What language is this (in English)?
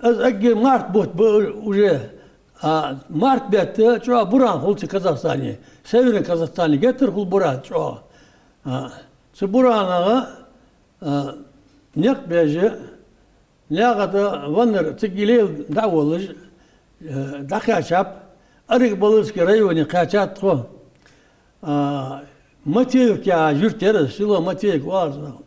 Ingush